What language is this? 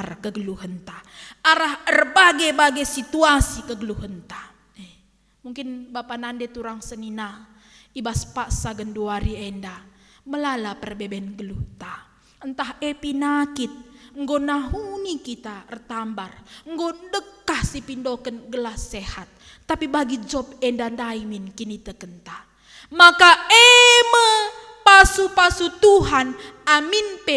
Batak Karo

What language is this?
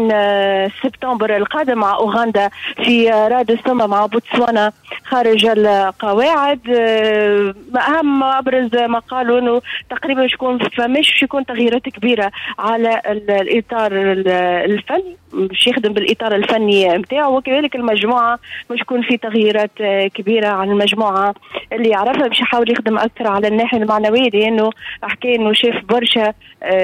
Tunisian Arabic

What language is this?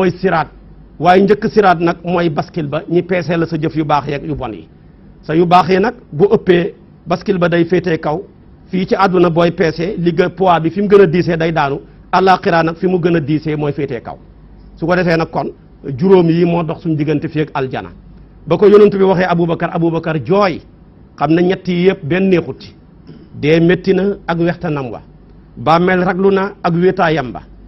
Wolof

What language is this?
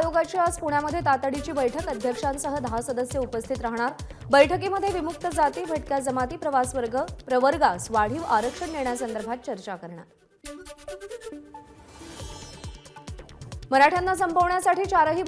Marathi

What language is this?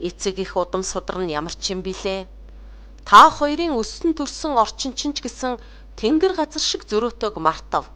Mongolian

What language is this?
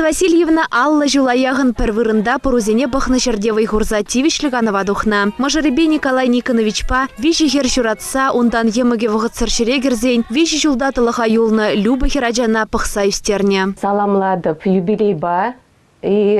Chuvash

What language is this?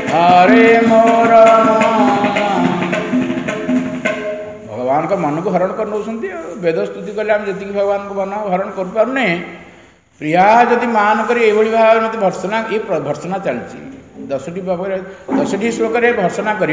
Odia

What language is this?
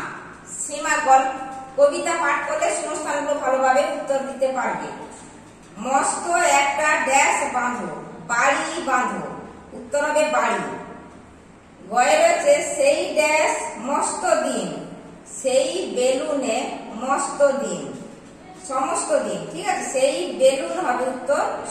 Bangla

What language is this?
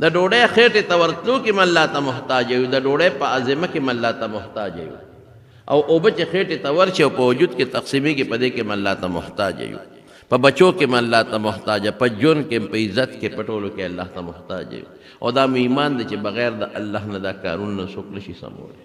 Pashto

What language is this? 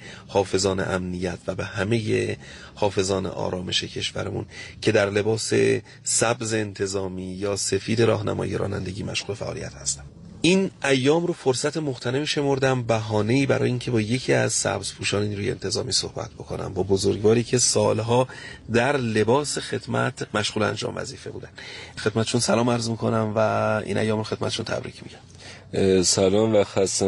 Persian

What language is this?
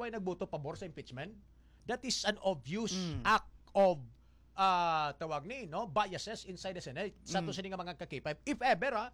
Hiligaynon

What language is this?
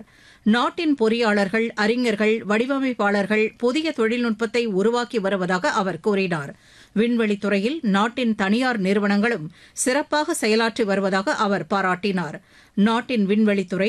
Tamil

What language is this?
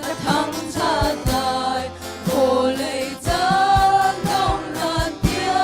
Hakha Chin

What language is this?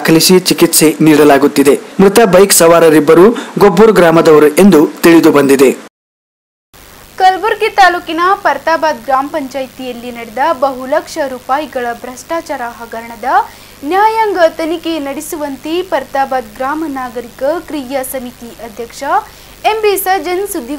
Kannada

